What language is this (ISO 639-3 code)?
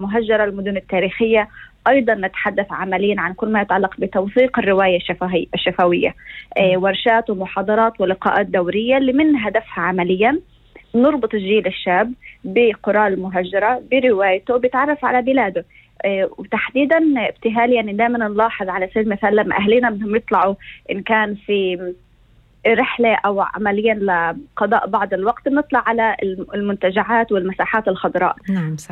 apc